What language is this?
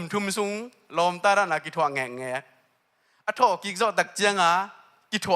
Tedim Chin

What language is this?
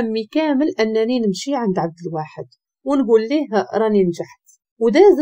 Moroccan Arabic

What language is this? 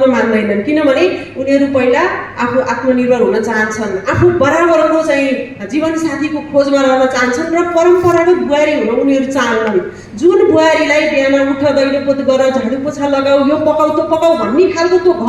Nepali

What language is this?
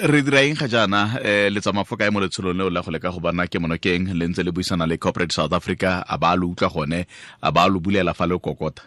Tswana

